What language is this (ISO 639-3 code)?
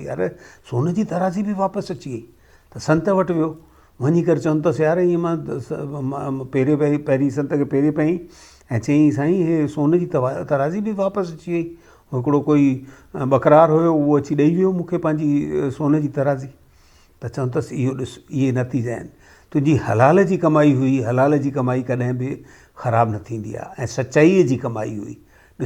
snd